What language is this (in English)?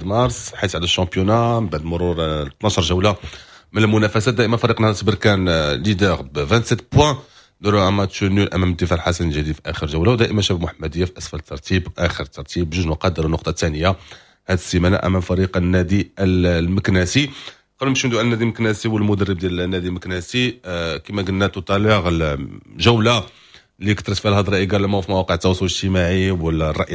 Moroccan Arabic